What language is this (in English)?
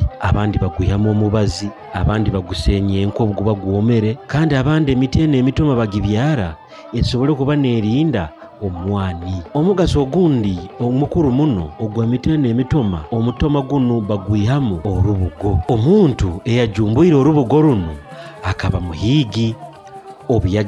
Nyoro